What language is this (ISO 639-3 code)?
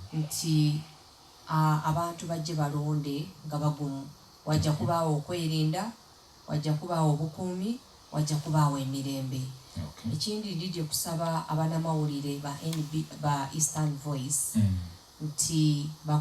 xog